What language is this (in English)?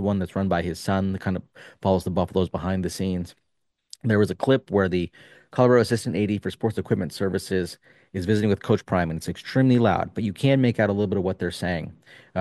English